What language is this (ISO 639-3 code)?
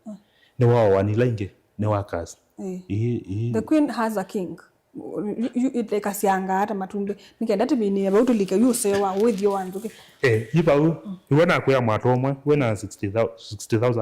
kam